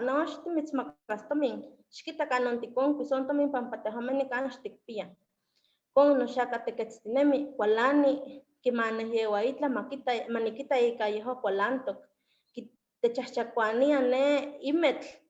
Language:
Eastern Huasteca Nahuatl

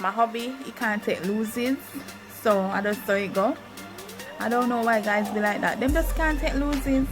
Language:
Jamaican Creole English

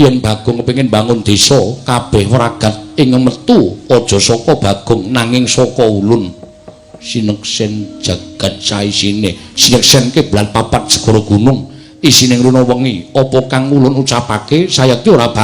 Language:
Javanese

